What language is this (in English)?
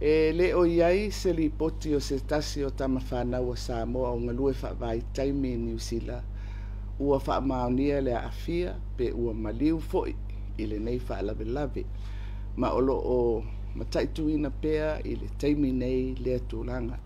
Samoan